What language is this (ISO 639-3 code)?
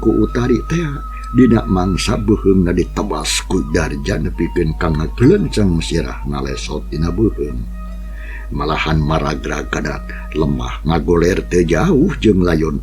sun